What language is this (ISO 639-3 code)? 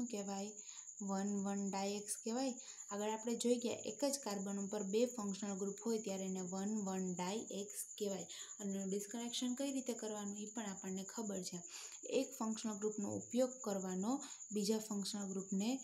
guj